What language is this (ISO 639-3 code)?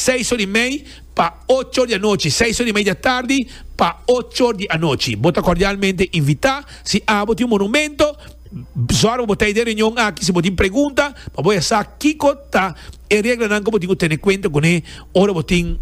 pap